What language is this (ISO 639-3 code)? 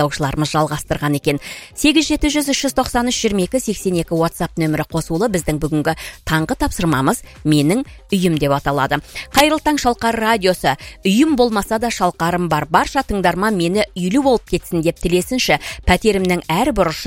kaz